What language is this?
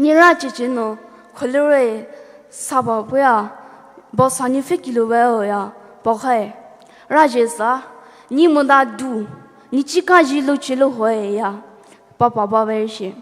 Poumei Naga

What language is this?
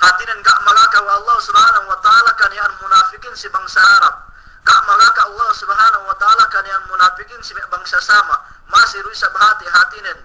Yakan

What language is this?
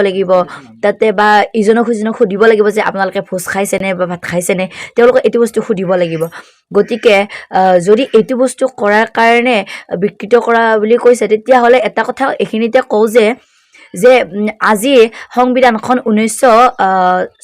Assamese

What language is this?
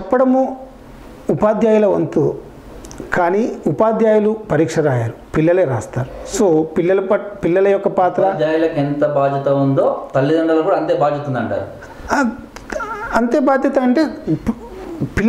Telugu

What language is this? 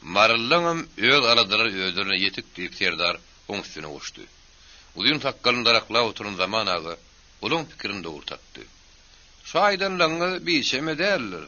Turkmen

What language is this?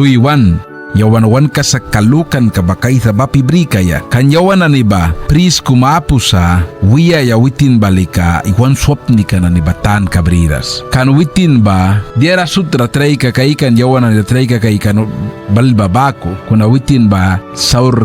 Mískito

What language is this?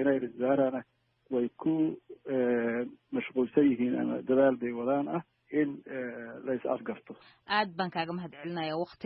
Somali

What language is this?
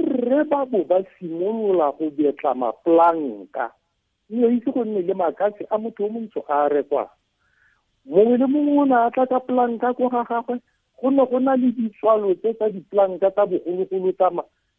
Tswana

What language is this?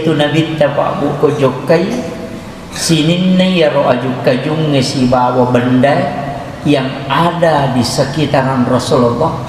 Buginese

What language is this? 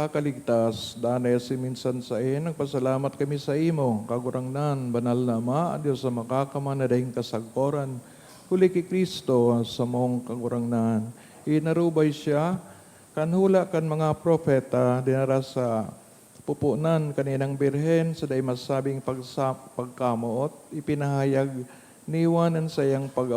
Bikol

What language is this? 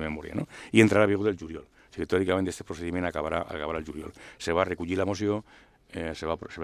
Catalan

